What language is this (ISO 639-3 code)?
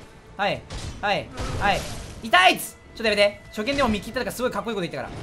jpn